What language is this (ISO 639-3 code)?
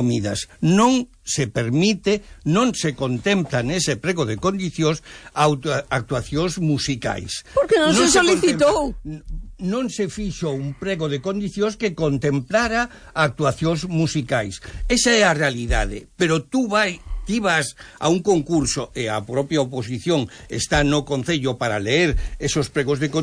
glg